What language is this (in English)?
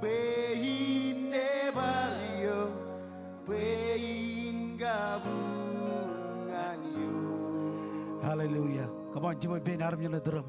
Marshallese